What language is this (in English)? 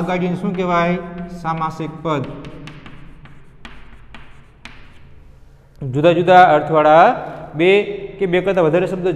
Gujarati